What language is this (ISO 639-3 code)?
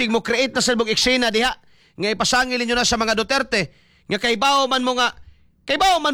ceb